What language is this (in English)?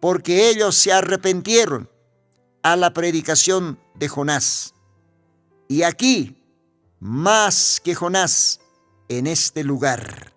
Aymara